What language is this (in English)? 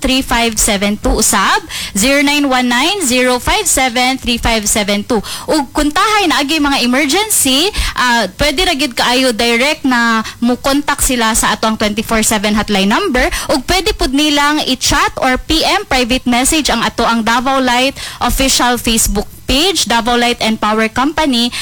Cebuano